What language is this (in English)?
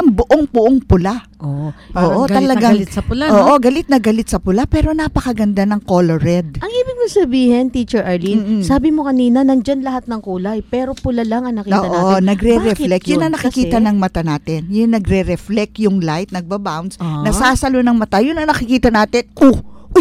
Filipino